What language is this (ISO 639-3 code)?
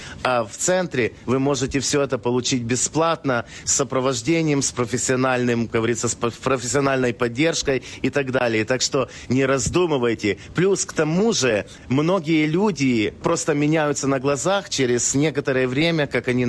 rus